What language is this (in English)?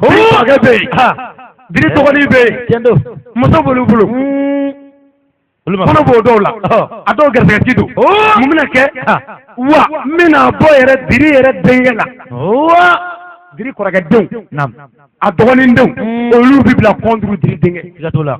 Bambara